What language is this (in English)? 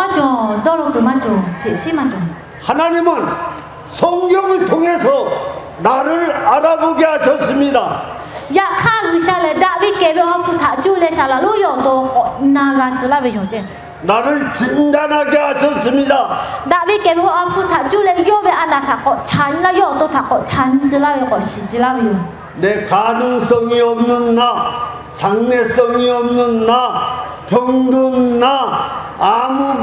Lahu